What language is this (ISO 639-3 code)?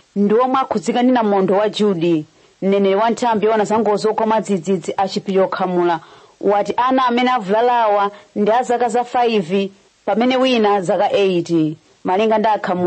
nya